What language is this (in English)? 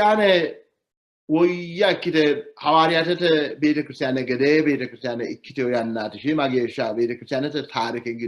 Sidamo